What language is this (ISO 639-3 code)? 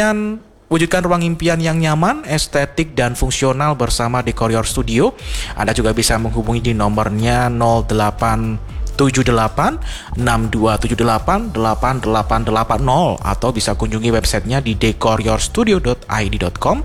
ind